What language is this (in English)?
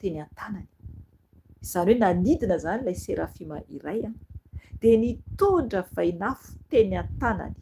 Malagasy